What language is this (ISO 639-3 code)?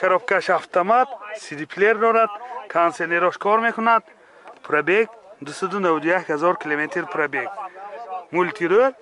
tgk